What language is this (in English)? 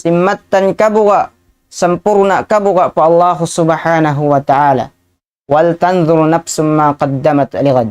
Tausug